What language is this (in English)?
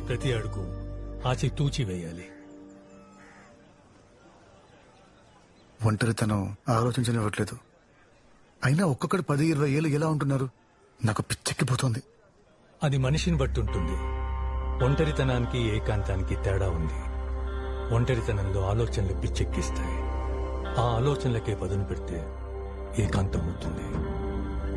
Telugu